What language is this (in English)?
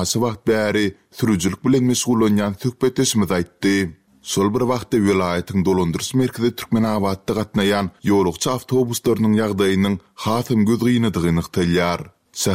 Turkmen